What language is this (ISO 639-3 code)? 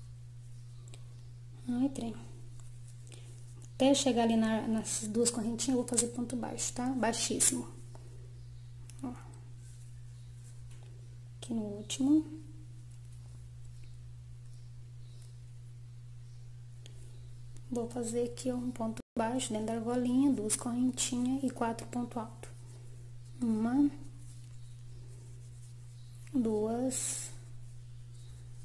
por